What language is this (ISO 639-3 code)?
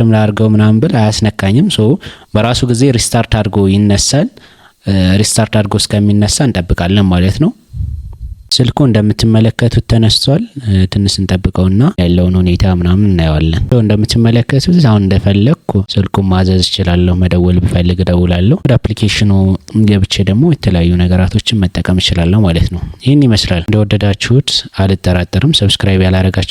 amh